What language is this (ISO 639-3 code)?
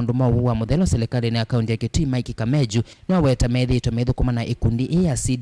kam